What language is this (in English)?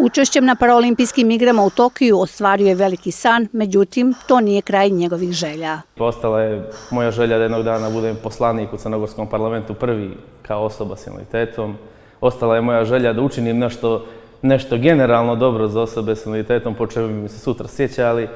Bosnian